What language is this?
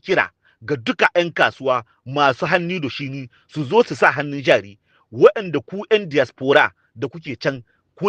Hausa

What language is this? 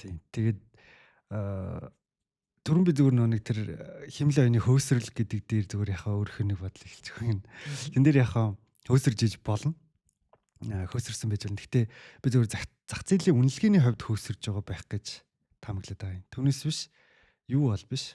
Mongolian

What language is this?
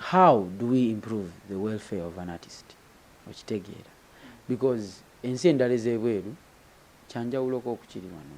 Ganda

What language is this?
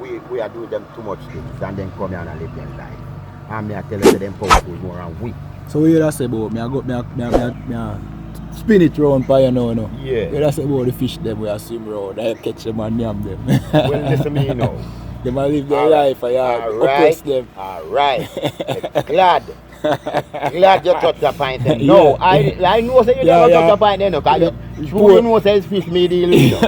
Jamaican Creole English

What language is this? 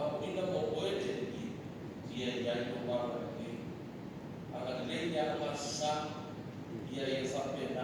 Samoan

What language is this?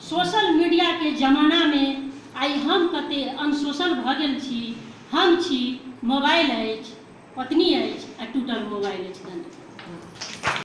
Maithili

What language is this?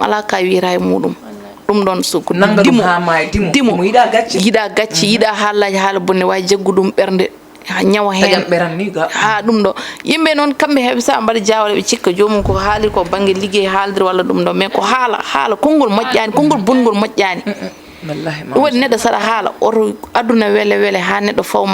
Fula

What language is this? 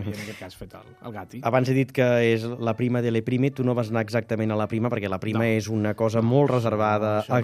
Catalan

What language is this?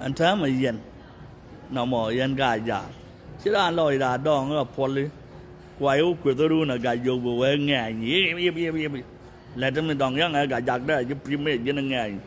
Nuer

